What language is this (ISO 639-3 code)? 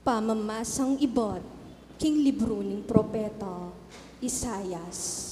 pam